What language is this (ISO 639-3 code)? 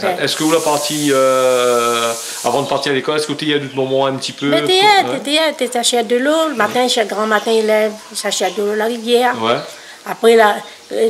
rcf